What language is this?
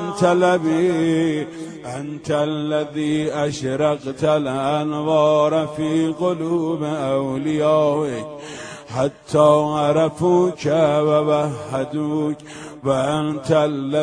Persian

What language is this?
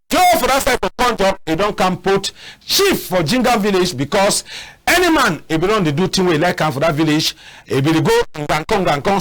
Cameroon Pidgin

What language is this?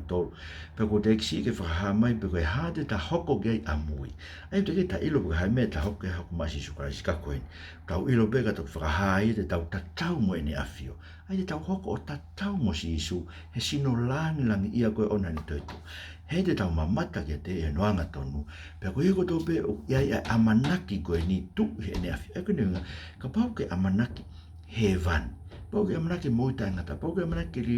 Tongan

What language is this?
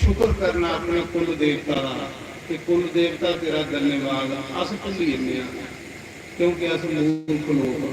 Dogri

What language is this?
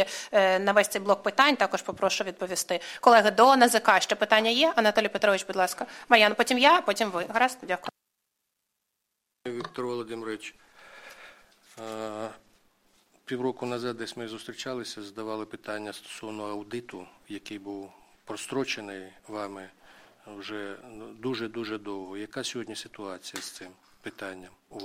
Ukrainian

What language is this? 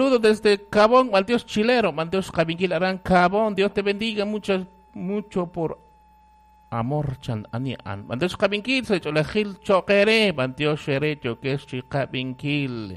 Kekchí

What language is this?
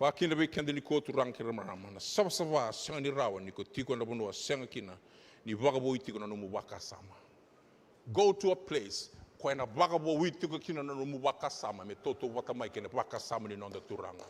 Fijian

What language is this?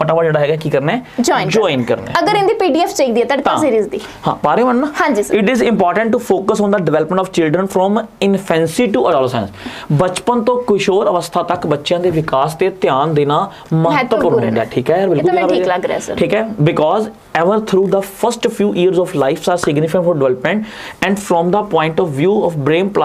Punjabi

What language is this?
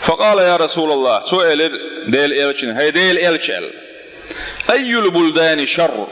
Chechen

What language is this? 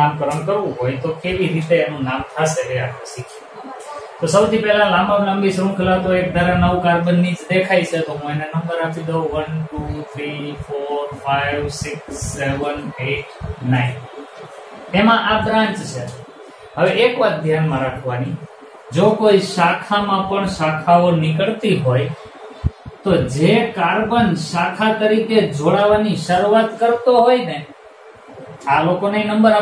Gujarati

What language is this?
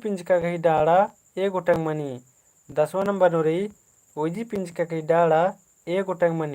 Kurukh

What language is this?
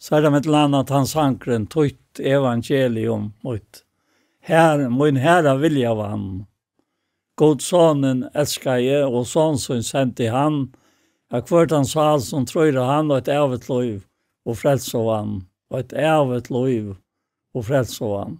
Faroese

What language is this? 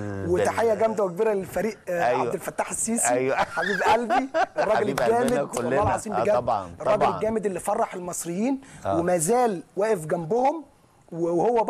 Egyptian Arabic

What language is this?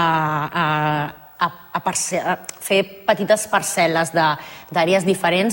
Catalan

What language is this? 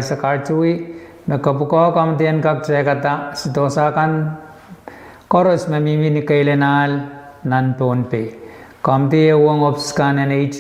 Pohnpeian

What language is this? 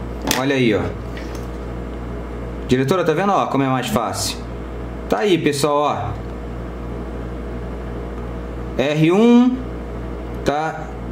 Portuguese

